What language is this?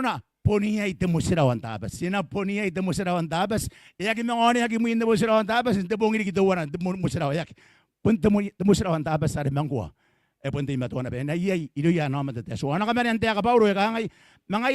Gilbertese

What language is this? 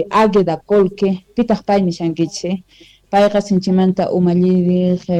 South Bolivian Quechua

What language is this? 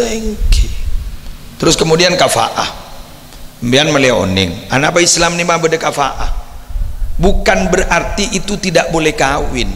Madurese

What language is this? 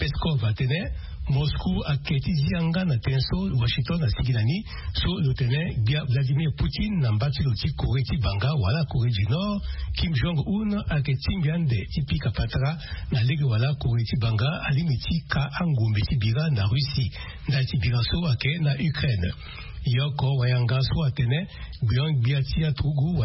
Sango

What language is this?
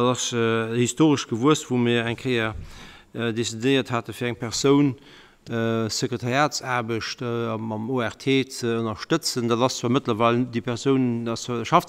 Luxembourgish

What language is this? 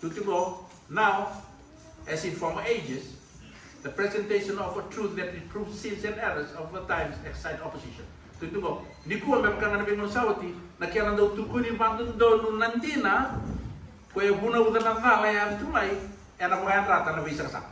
Fijian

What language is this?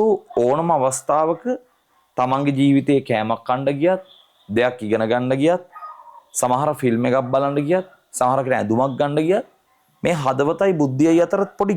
Sinhala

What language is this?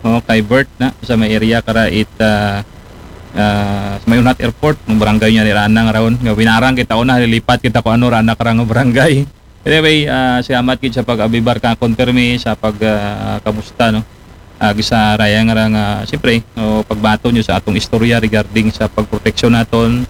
Aklanon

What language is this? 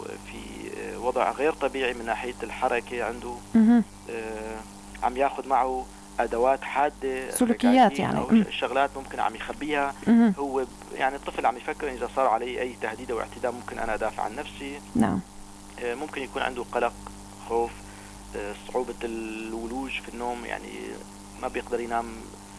North Levantine Arabic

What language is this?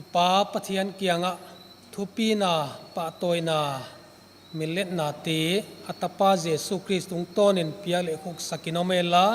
Paite Chin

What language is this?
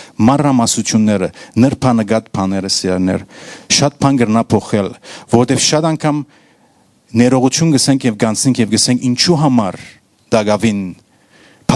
Western Armenian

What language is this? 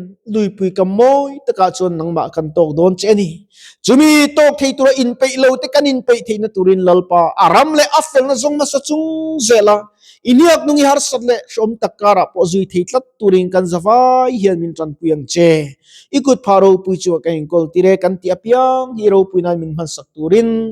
Mizo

